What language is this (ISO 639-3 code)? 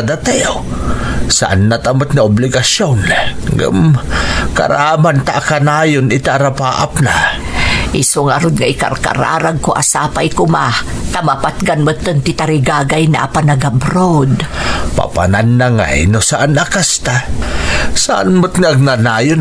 ilo